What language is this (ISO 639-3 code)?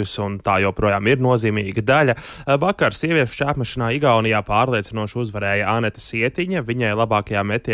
lav